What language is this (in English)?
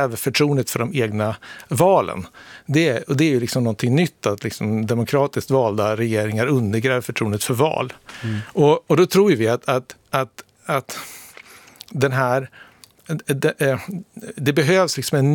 Swedish